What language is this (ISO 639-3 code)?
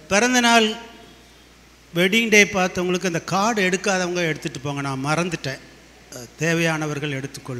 tam